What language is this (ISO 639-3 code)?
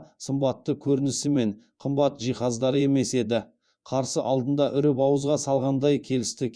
kaz